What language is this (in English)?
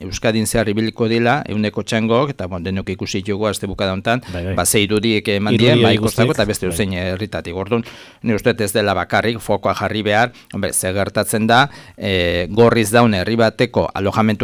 Basque